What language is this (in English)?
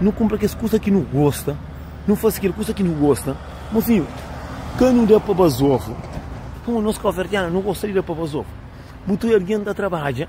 Kabuverdianu